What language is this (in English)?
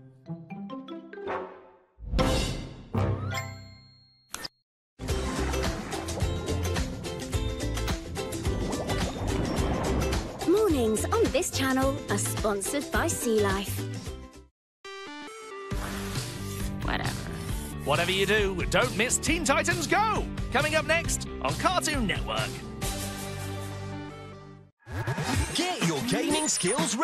English